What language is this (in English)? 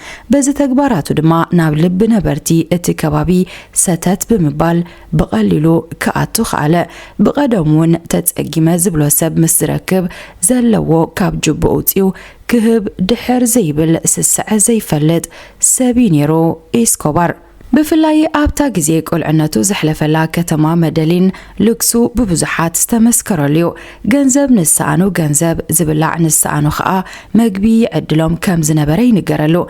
Tigrinya